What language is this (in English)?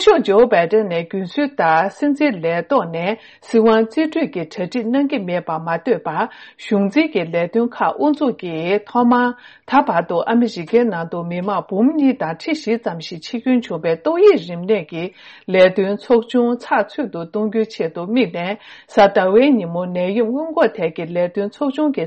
Tibetan